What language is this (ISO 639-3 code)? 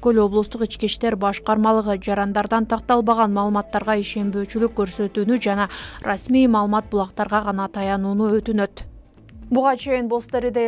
kir